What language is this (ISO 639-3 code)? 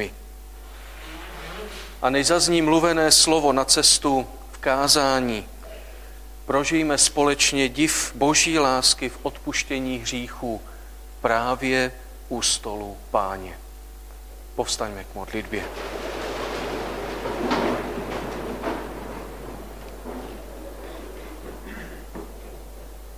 ces